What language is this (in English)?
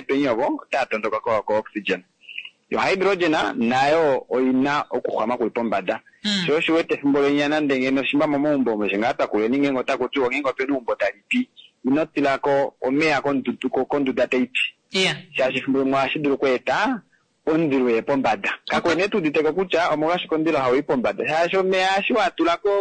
Kuanyama